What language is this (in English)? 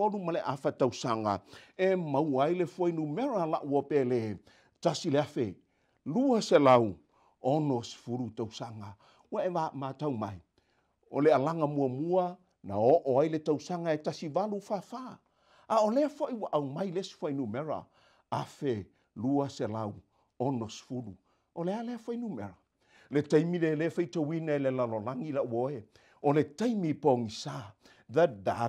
Samoan